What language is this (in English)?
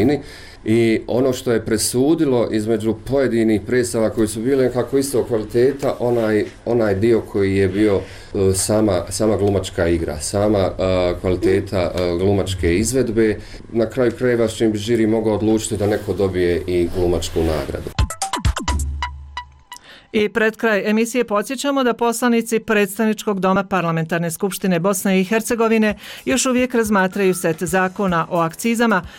Bosnian